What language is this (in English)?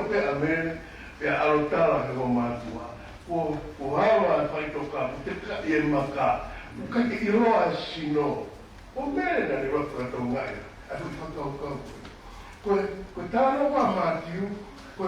Tongan